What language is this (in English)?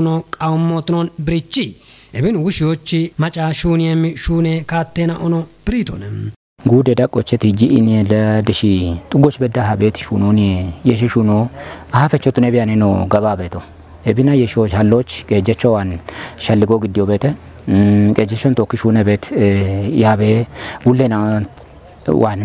Kafa